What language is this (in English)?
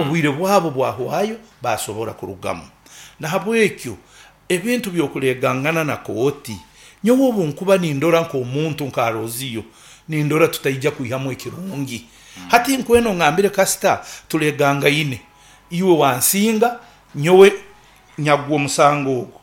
Nyoro